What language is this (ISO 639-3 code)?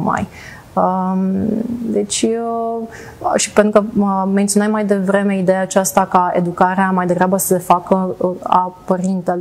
ron